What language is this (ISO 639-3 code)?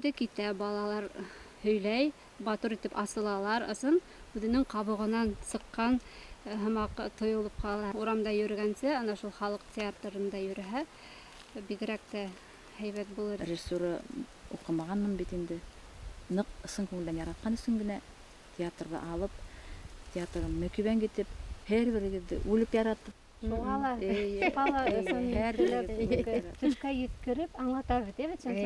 bak